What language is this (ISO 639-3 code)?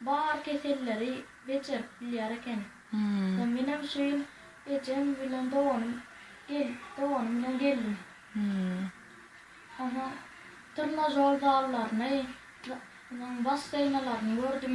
tuk